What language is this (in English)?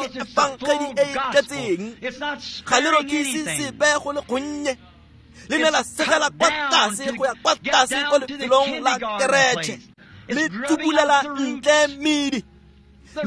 Tswana